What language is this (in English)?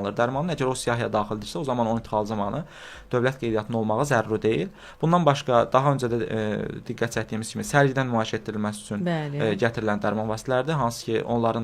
Azerbaijani